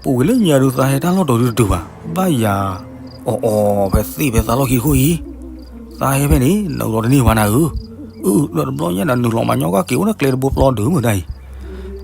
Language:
S'gaw Karen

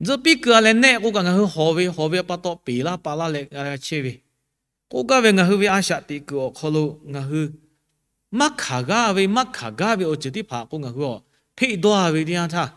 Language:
Lahu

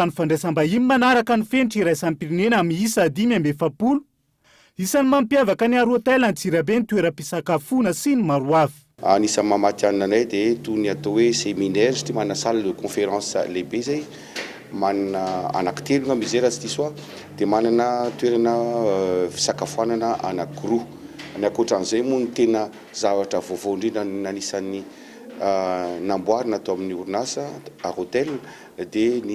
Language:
Malagasy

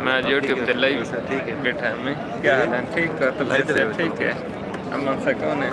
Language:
Saraiki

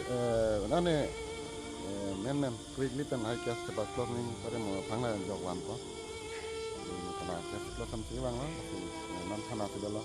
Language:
Karbi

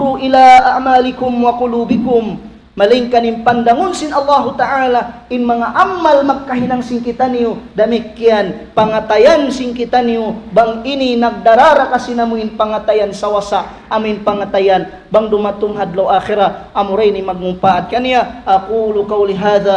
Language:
Tausug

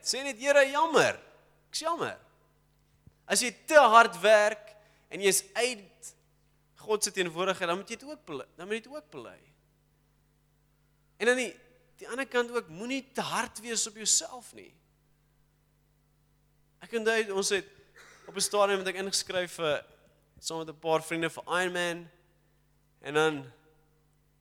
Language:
Afrikaans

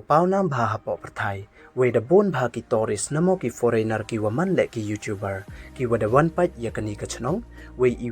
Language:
Pnar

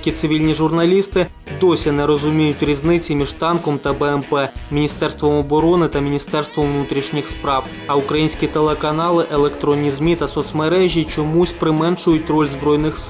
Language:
Ukrainian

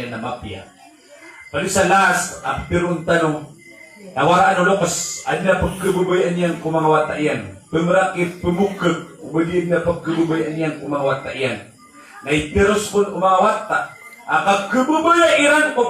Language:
Maranao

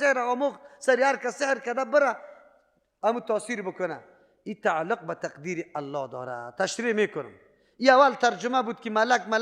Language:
Persian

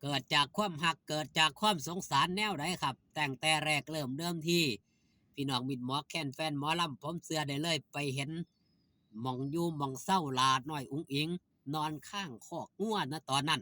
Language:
Northeastern Thai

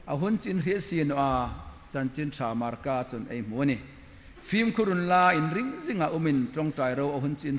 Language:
Hmar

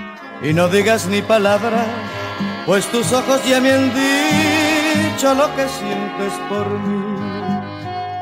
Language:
Spanish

